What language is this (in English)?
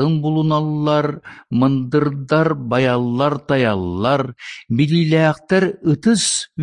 Yakut